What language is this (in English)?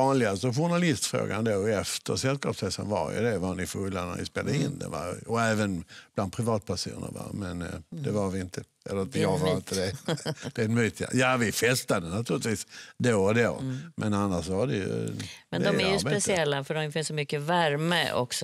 Swedish